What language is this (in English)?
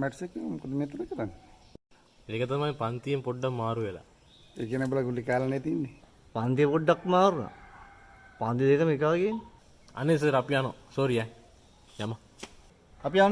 Sinhala